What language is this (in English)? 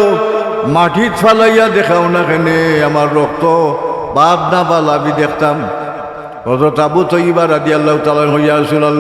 Sylheti